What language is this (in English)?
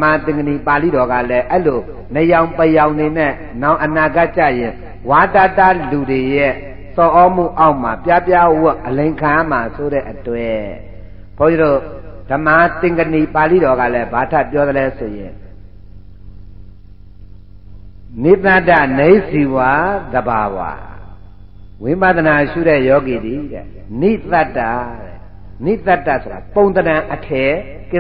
Burmese